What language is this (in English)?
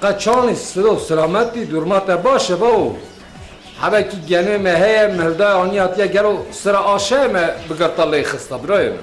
Kurdish